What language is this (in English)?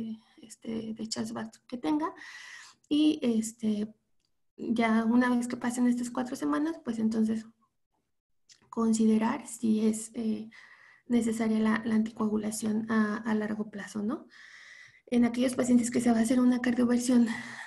Spanish